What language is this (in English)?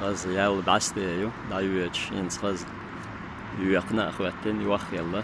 Chechen